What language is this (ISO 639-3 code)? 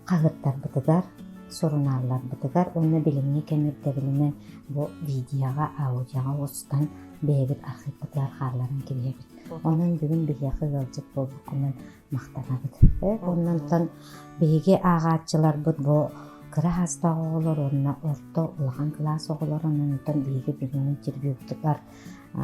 sah